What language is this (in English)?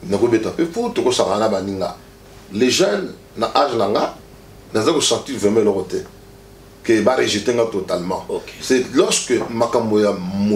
Lingala